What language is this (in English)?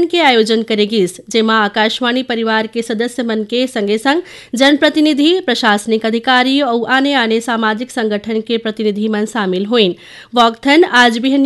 Chhattisgarhi